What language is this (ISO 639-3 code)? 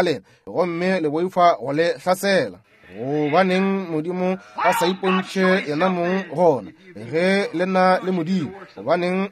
nso